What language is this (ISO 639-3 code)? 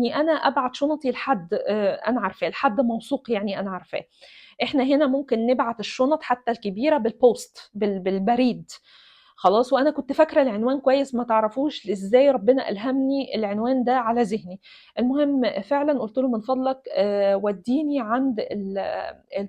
arz